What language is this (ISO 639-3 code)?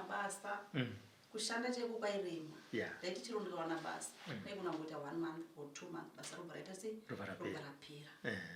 sna